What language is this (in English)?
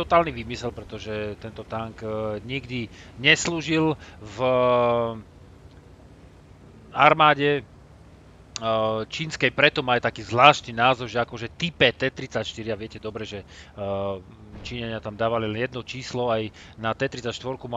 Slovak